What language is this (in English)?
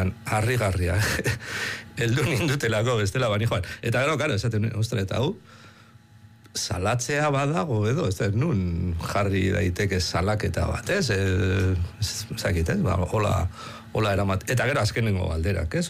Basque